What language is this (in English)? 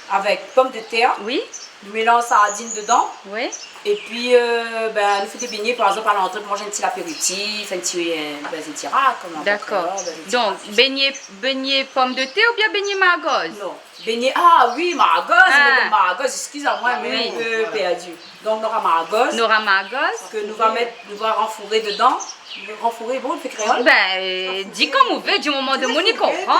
Réunion Creole French